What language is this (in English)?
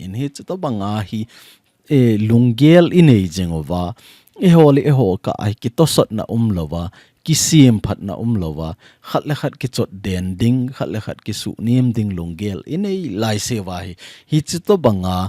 Thado Chin